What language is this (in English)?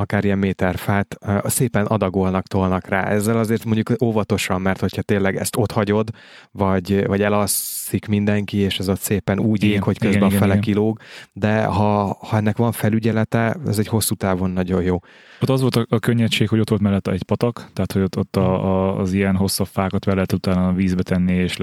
Hungarian